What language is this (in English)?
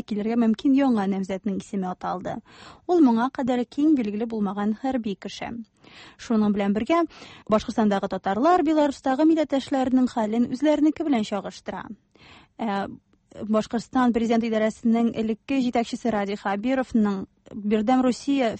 Tatar